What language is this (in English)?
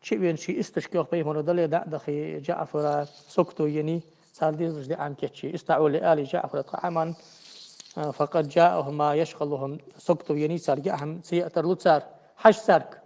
Ingush